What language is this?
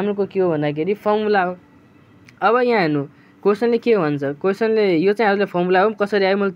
Nepali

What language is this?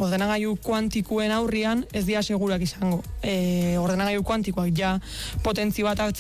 Basque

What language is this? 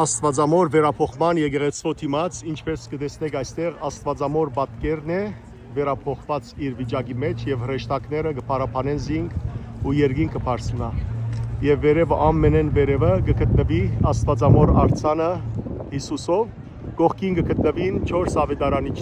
Western Armenian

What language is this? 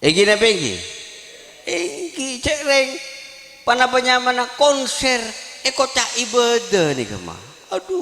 Madurese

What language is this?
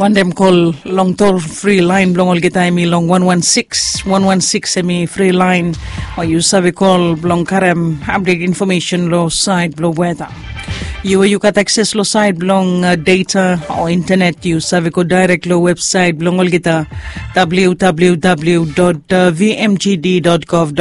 Bislama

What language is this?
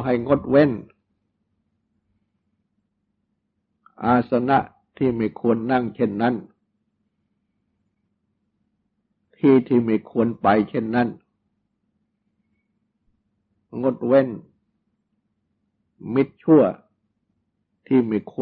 Thai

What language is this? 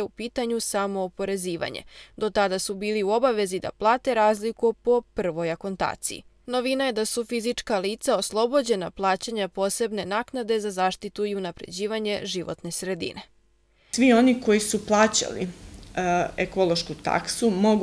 Serbian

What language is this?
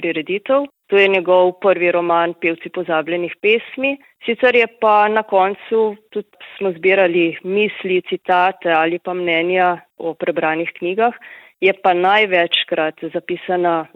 Slovenian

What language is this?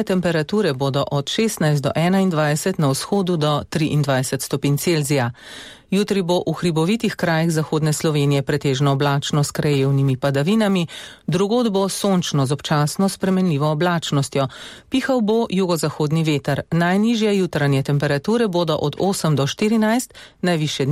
Slovenian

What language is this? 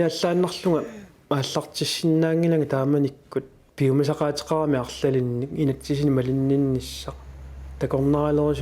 Kalaallisut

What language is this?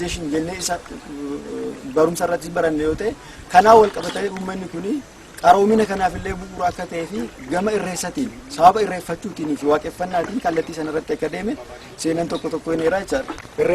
Oromo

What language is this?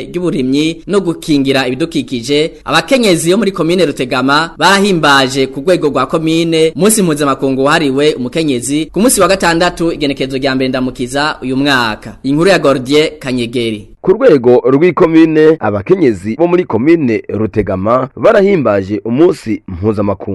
Rundi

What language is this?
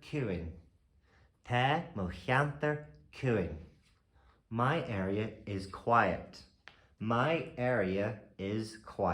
Irish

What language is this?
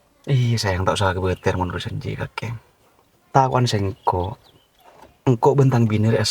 Madurese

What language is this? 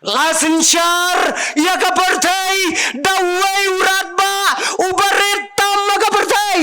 Khasi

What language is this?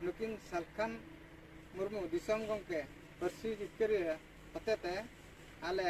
Santali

